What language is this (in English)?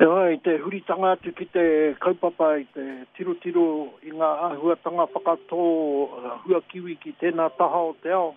Māori